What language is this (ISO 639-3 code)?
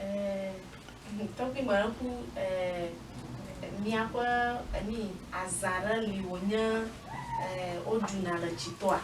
ewe